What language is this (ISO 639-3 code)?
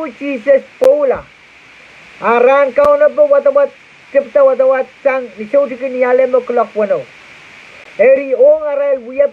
pon